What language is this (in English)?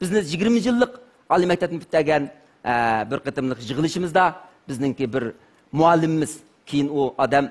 Uyghur